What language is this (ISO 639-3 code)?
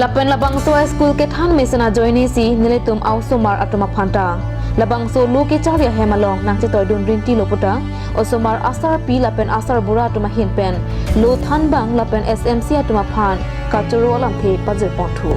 mjw